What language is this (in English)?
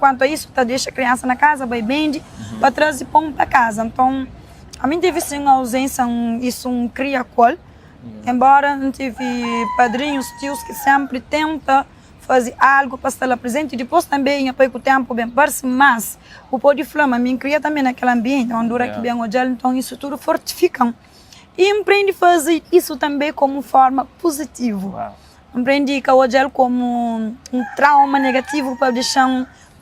Kabuverdianu